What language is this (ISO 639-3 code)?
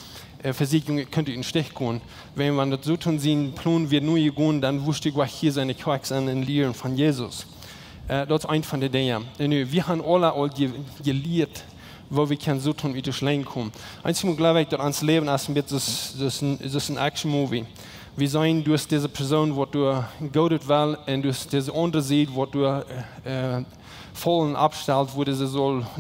pdt